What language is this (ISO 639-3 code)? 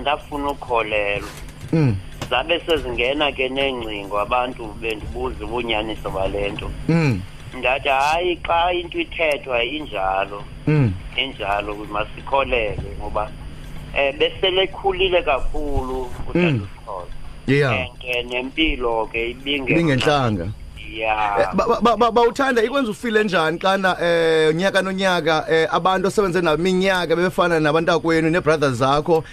xho